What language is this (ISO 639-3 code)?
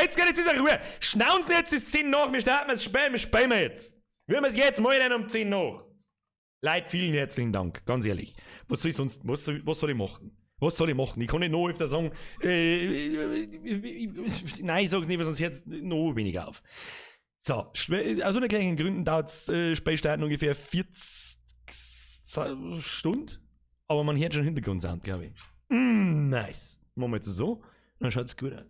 bar